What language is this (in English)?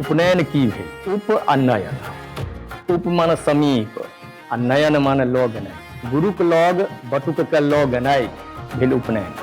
Maithili